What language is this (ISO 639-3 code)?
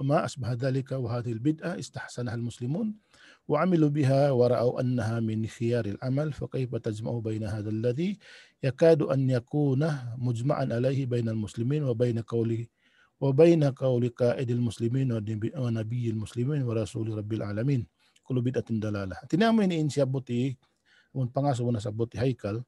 tsg